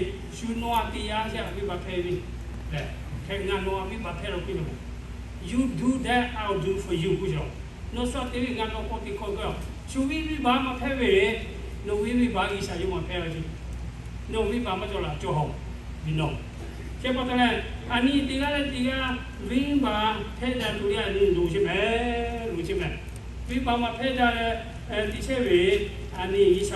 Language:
Lahu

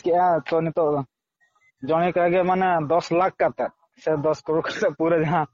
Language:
Santali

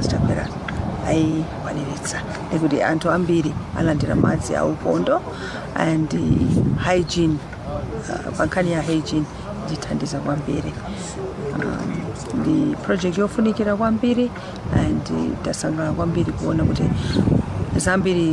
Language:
Nyanja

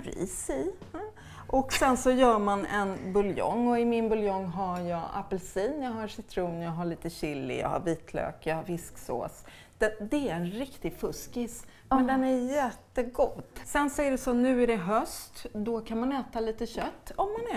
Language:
Swedish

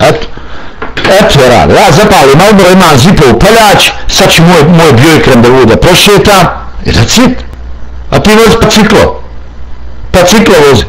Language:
Bosnian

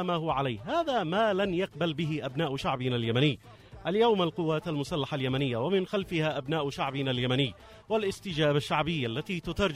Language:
Arabic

